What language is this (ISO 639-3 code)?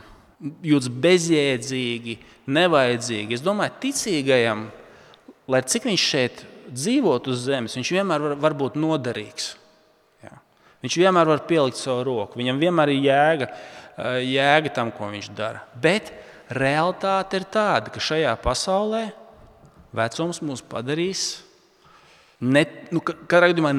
lav